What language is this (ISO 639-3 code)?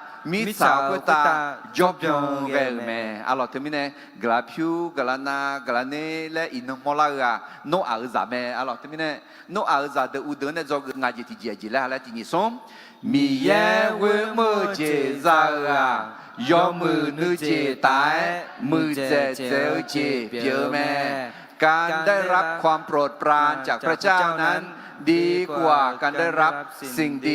ahk